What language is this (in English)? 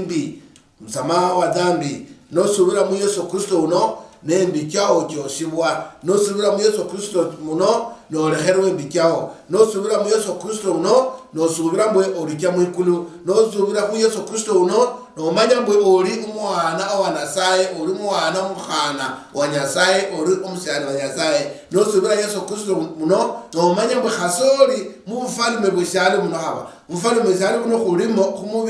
Luyia